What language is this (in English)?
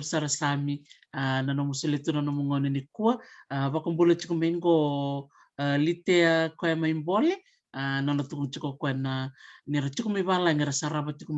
Fijian